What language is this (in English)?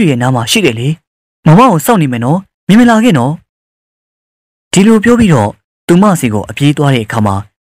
Burmese